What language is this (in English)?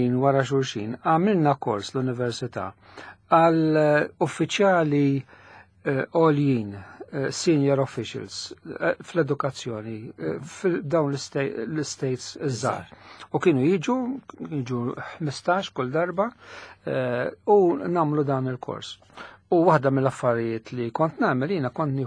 Maltese